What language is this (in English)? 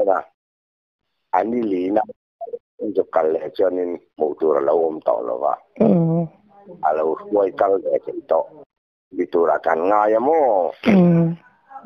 Thai